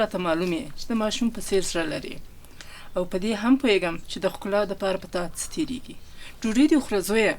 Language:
Pashto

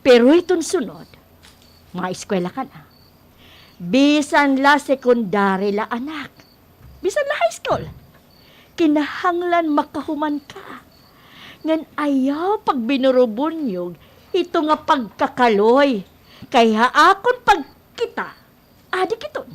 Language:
Waray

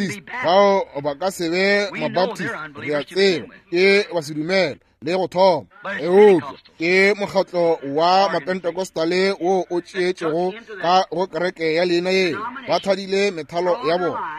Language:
Northern Sotho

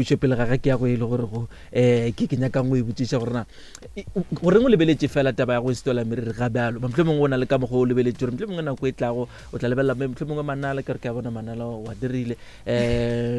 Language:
Northern Sotho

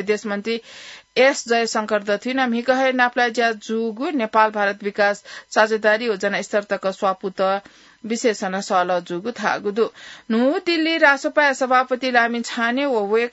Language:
Newari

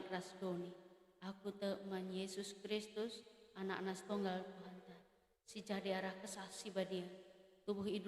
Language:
Batak Karo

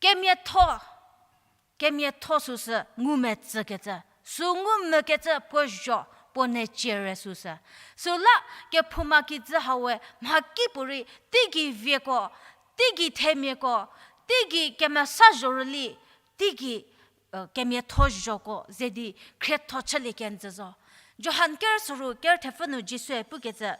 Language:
Angami Naga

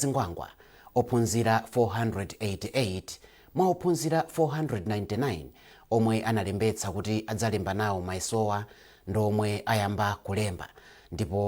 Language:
Nyanja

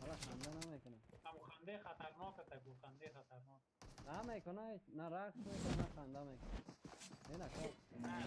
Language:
Persian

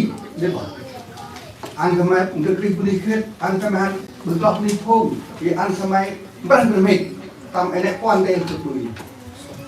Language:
Central Mnong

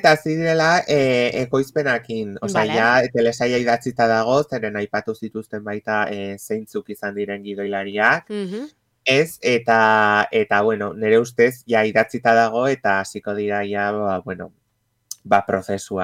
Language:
Basque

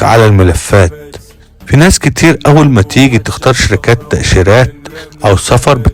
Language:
Egyptian Arabic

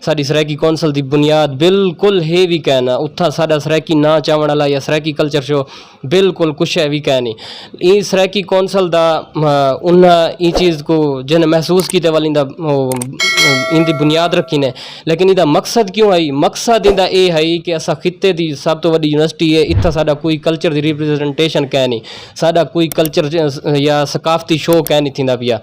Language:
Saraiki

